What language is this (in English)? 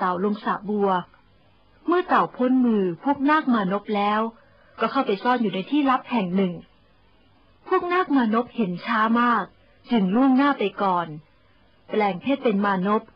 Thai